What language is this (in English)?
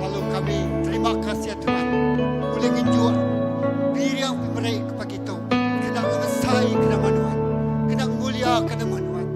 Iban